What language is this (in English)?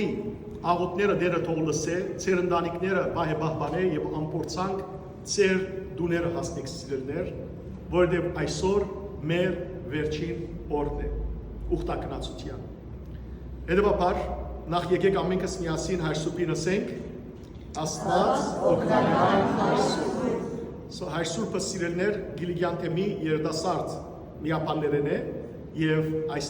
Western Armenian